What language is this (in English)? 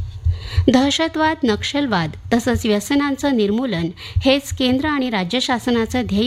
Marathi